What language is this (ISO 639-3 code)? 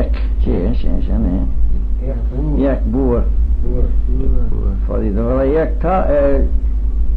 glv